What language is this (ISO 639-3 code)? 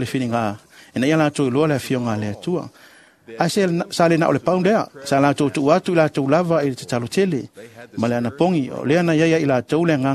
smo